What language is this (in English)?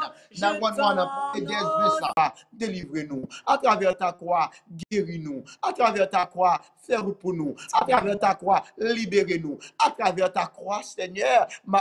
French